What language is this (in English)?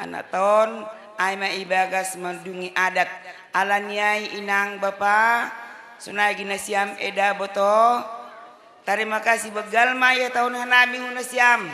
Batak Karo